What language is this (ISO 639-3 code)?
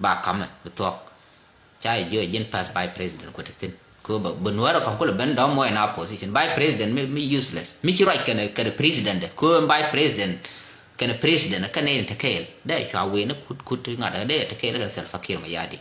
nus